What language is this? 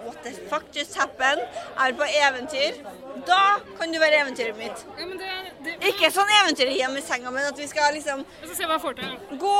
Norwegian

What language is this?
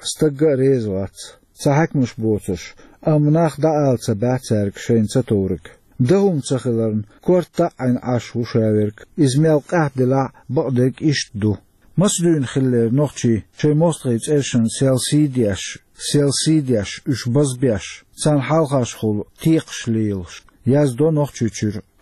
Chechen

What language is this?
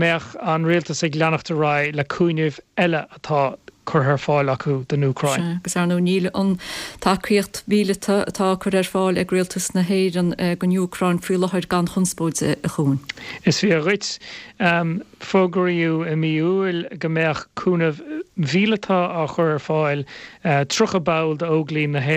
Irish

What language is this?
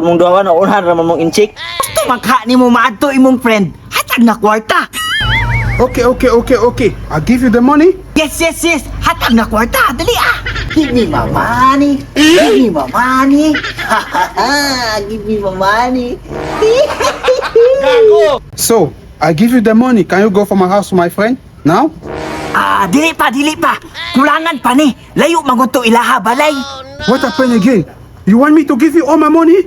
Cebuano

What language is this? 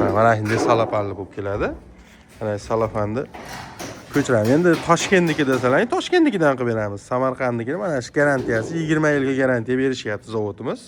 Uzbek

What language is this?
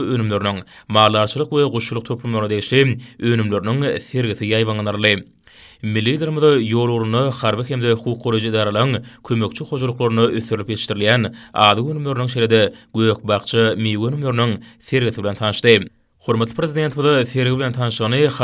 Turkmen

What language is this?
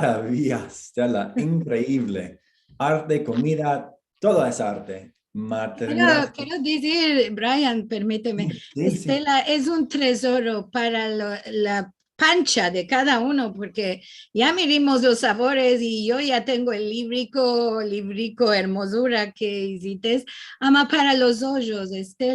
Ladino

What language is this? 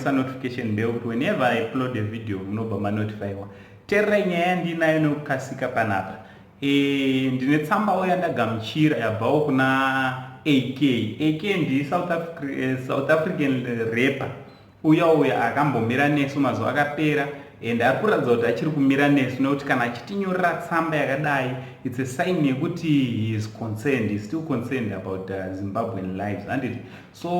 Shona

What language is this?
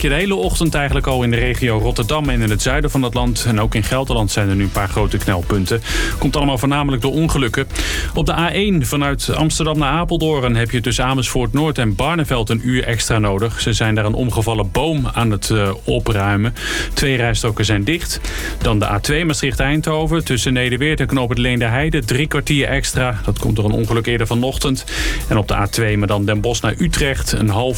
Dutch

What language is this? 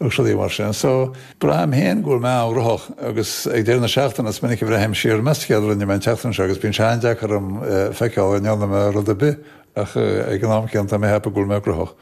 Irish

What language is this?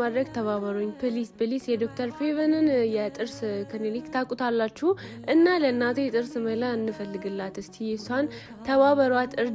Amharic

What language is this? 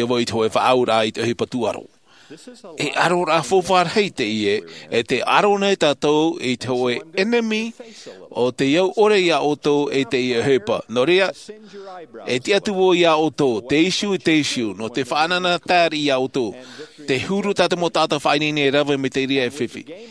Tahitian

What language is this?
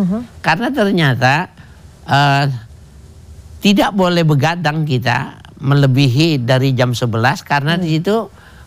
Indonesian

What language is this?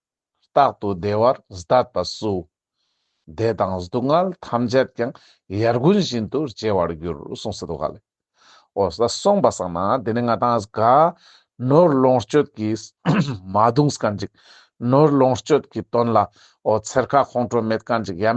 Ladakhi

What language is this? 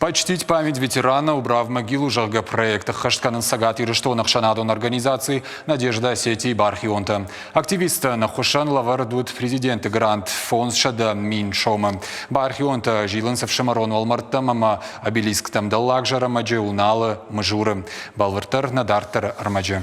Ossetic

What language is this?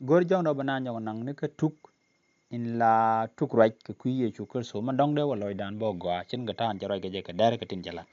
Nuer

